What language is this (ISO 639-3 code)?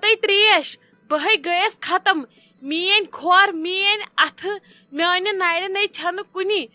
kas